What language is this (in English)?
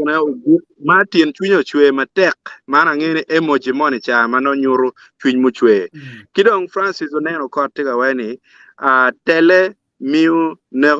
Acoli